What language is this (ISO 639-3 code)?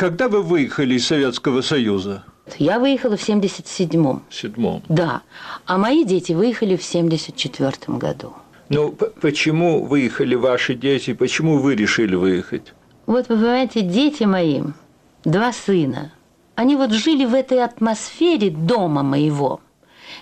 rus